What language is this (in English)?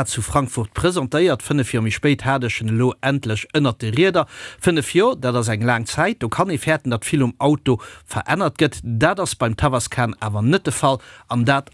Luxembourgish